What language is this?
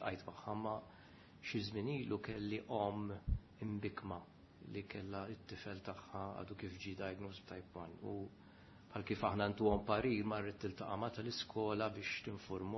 Maltese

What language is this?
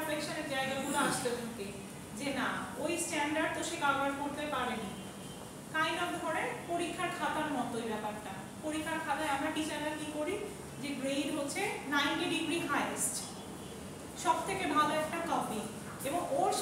Bangla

